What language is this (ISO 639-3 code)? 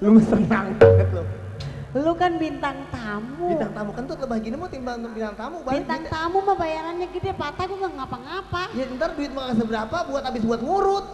bew